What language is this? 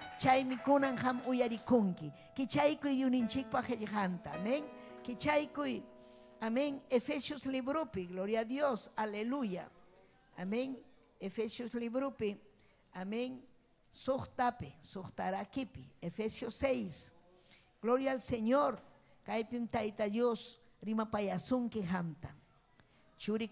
Ayacucho Quechua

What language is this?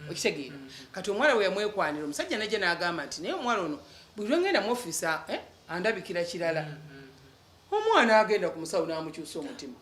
Ganda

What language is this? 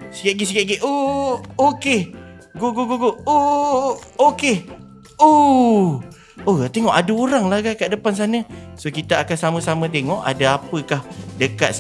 Malay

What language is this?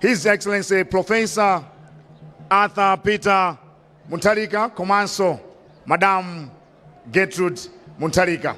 Nyanja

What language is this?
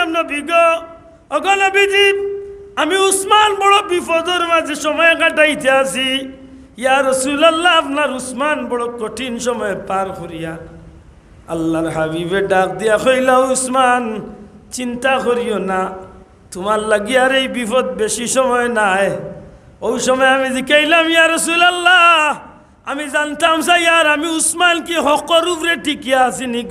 Sylheti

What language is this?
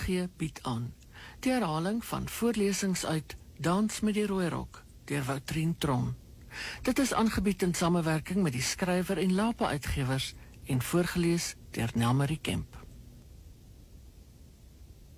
Afrikaans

